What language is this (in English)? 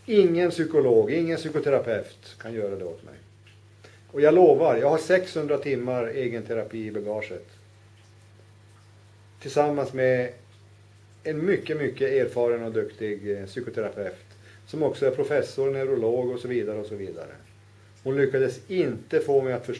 Swedish